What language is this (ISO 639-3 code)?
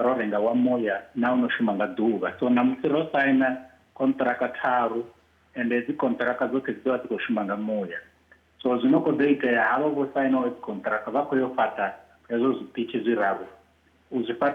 ven